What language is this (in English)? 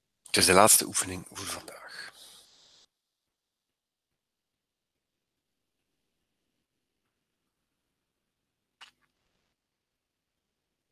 Dutch